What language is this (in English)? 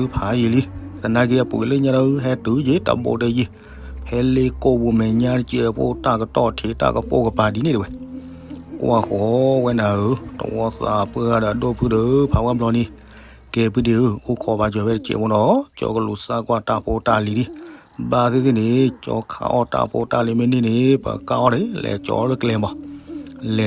S'gaw Karen